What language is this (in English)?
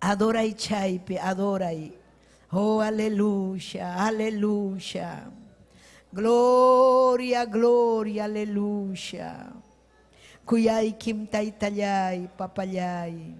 Ayacucho Quechua